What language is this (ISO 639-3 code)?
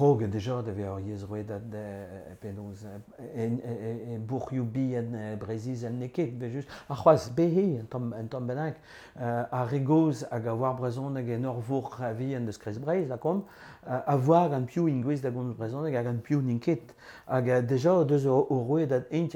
bre